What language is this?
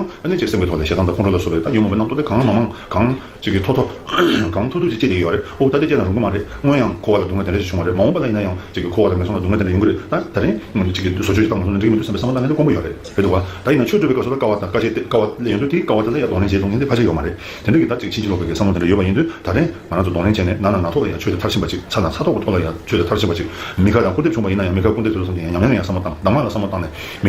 Tibetan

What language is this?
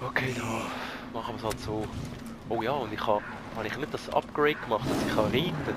Swiss German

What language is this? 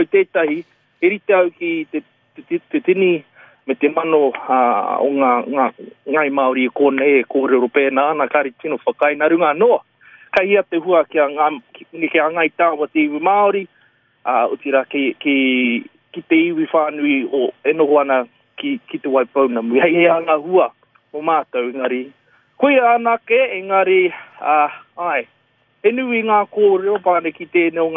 Māori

